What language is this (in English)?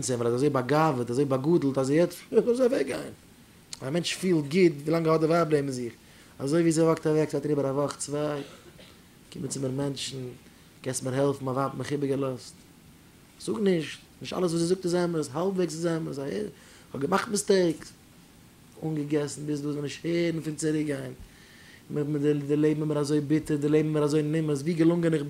Yiddish